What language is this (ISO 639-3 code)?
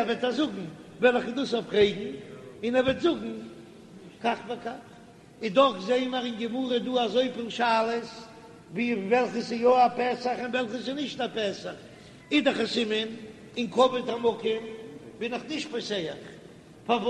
yid